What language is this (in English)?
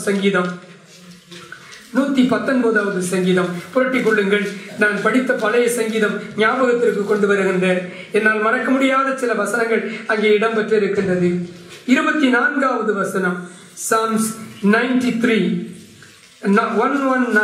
Tamil